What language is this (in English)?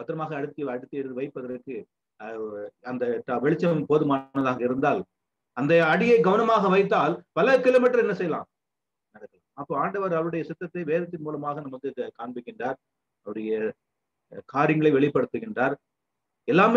Tamil